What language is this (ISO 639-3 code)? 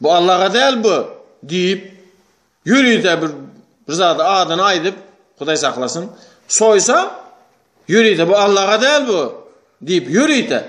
tuk